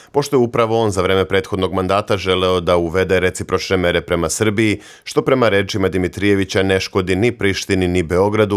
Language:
Serbian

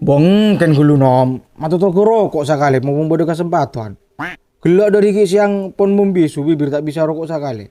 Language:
Madurese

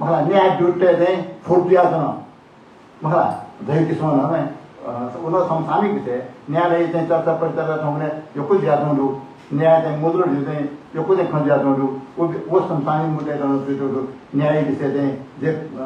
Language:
Newari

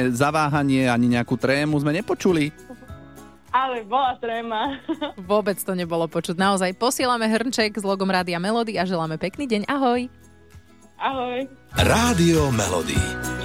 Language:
Slovak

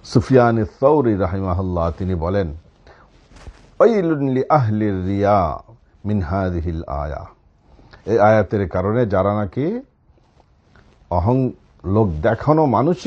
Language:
Bangla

